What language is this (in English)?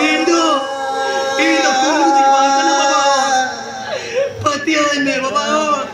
Santali